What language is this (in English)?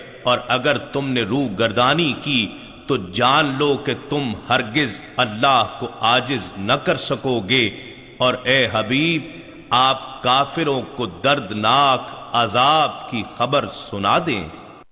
Urdu